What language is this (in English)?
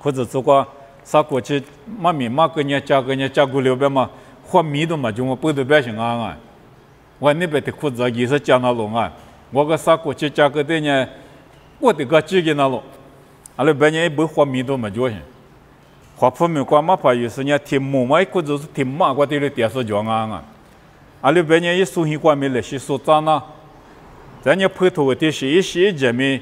Lisu